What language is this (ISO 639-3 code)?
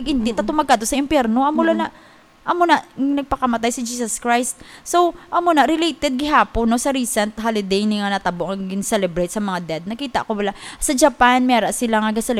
hil